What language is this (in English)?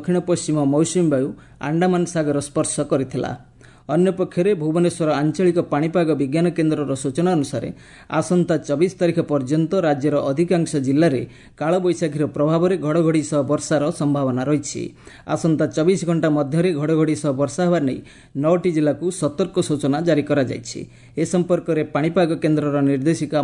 Odia